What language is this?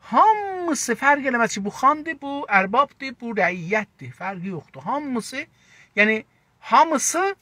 South Azerbaijani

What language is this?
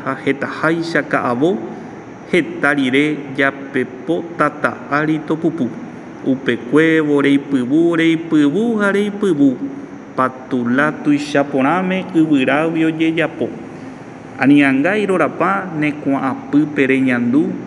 Guarani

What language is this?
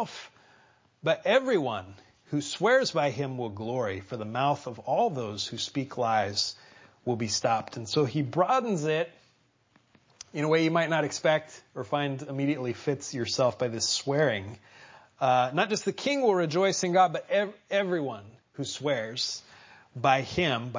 English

